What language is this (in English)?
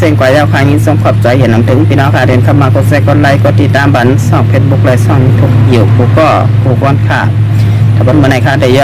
Shan